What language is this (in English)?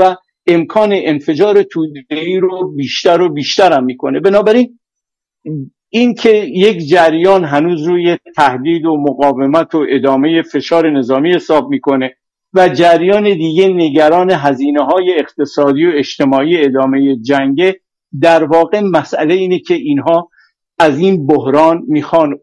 Persian